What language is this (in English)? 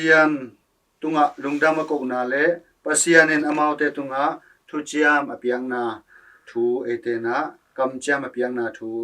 Tedim Chin